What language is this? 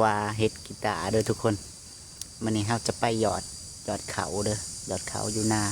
Lao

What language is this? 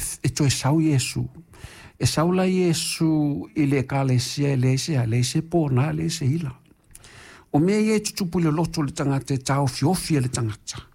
Samoan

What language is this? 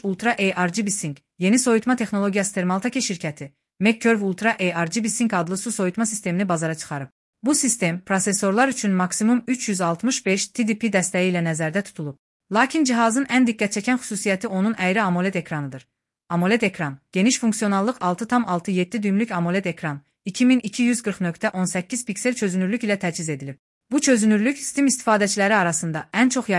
Azerbaijani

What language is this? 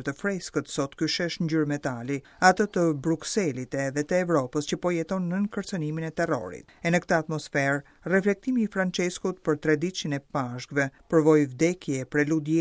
Albanian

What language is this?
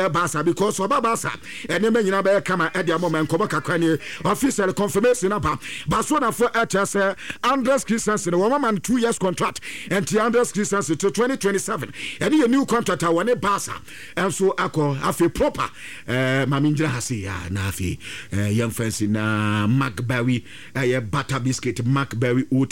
Akan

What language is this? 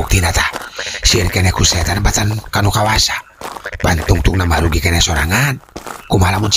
Sundanese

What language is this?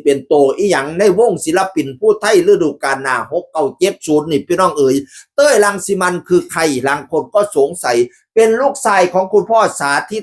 Northeastern Thai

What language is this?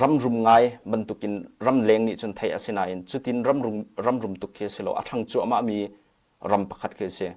Hakha Chin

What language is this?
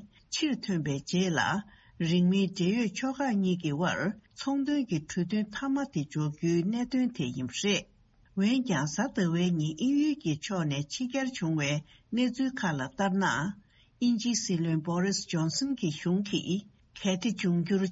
Tibetan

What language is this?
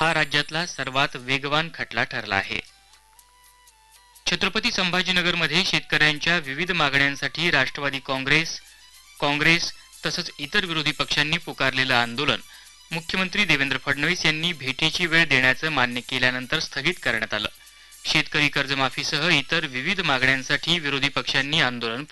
Marathi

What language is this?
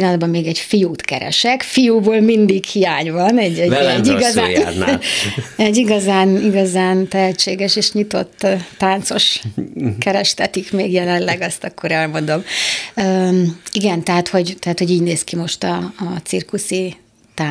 Hungarian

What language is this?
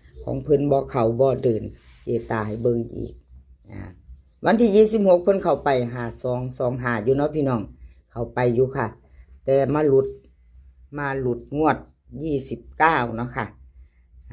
Northeastern Thai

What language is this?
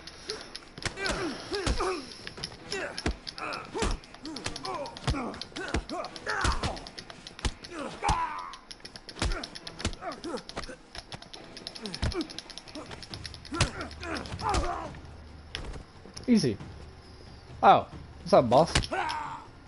English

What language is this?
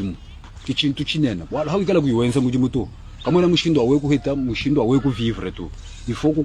Luba-Lulua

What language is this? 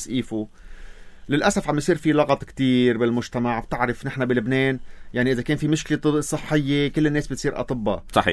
North Levantine Arabic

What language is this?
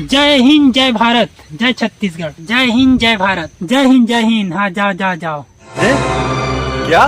Chhattisgarhi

